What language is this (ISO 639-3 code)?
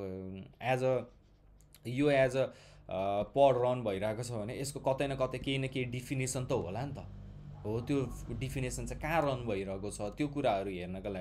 nep